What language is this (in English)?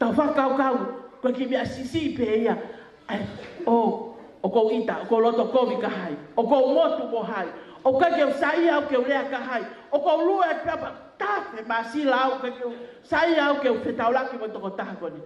Tongan